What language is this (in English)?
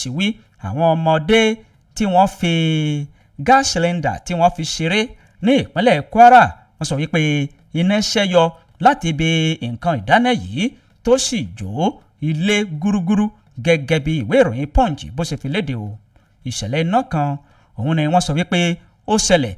Yoruba